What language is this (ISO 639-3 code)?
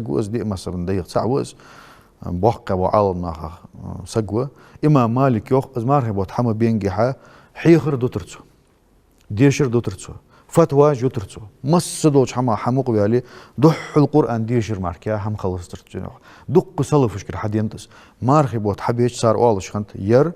inh